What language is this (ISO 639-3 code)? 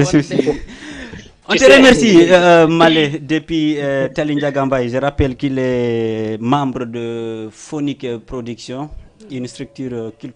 ful